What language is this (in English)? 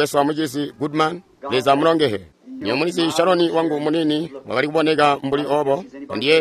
Tonga (Zambia)